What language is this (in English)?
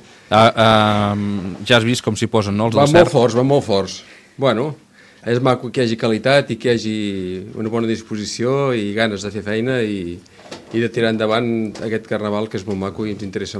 Catalan